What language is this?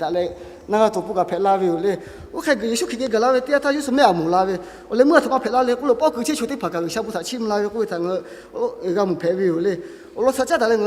Lahu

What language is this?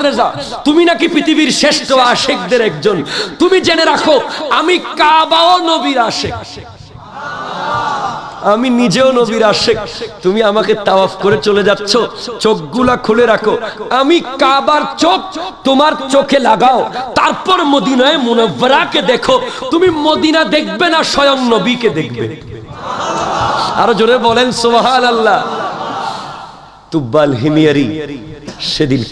Bangla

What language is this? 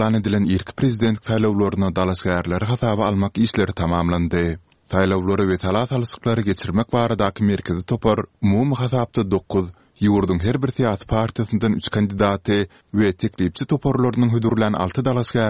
Turkmen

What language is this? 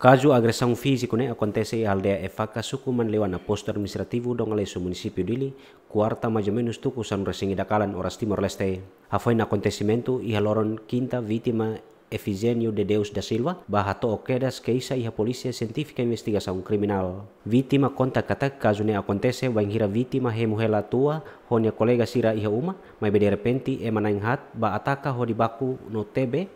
Tetum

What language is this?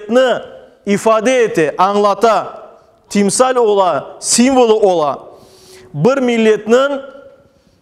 Crimean Tatar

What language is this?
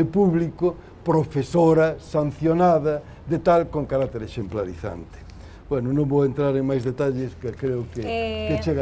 Galician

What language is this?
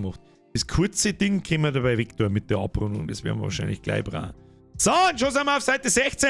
Bavarian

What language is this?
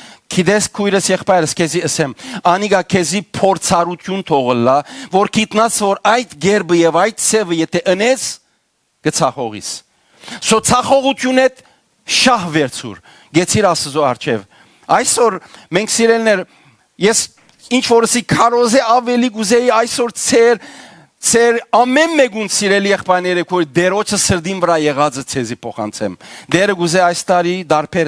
Western Armenian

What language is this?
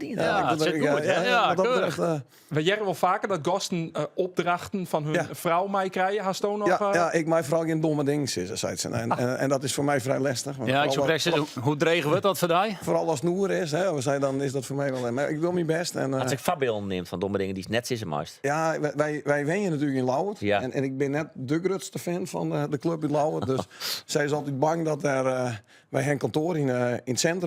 Western Frisian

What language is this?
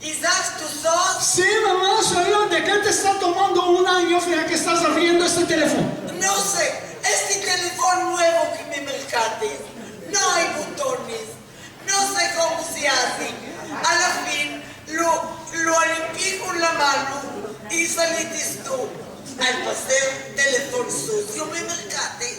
Ladino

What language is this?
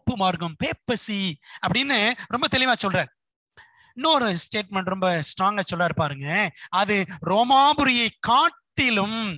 Tamil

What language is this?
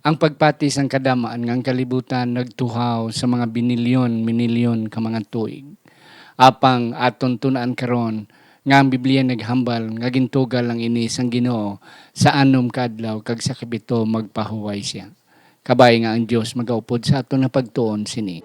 Hiligaynon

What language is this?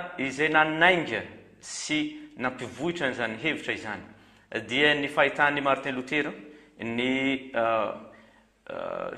Malagasy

